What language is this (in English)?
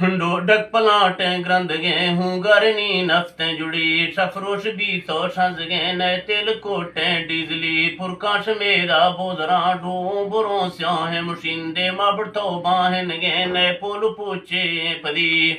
Eastern Balochi